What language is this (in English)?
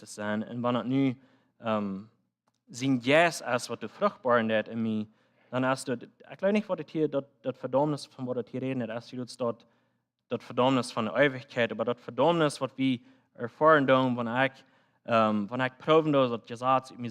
Plautdietsch